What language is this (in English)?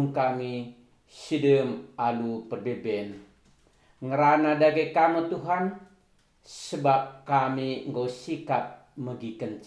Batak Karo